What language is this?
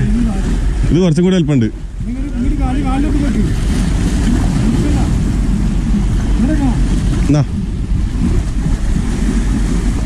Malayalam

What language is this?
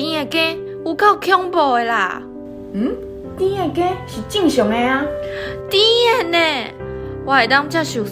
Min Nan Chinese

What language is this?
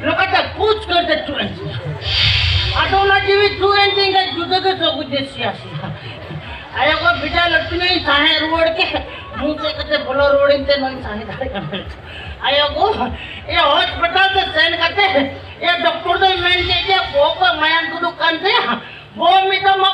Santali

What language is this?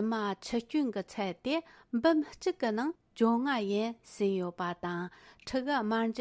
Tibetan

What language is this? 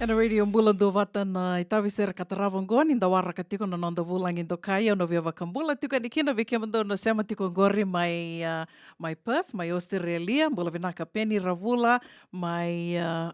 Fijian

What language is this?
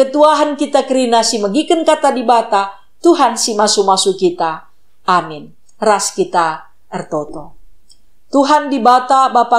Batak Karo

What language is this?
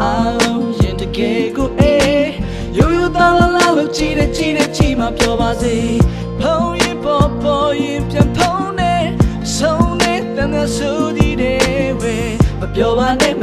Burmese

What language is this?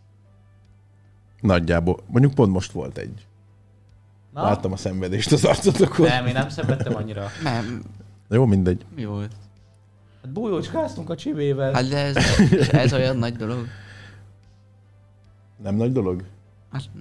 Hungarian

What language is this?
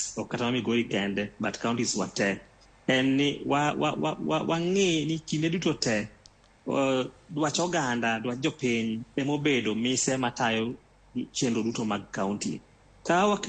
Luo (Kenya and Tanzania)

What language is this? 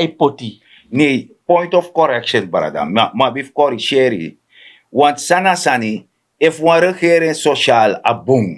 Sranan Tongo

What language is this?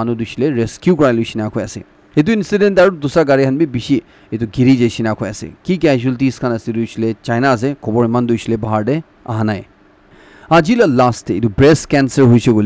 Naga Pidgin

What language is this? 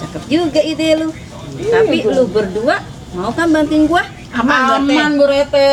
Betawi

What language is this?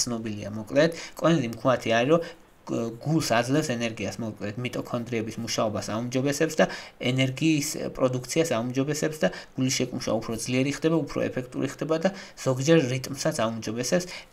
Georgian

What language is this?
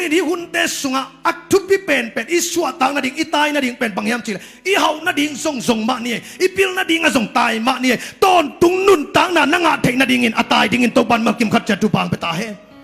Tedim Chin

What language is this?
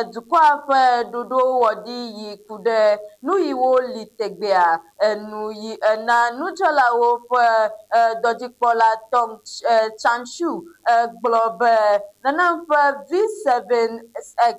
Ewe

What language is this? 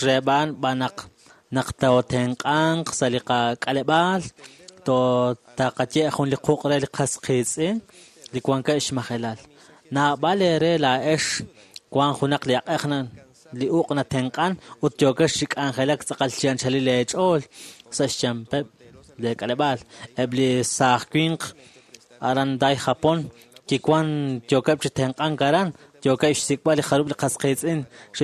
Kekchí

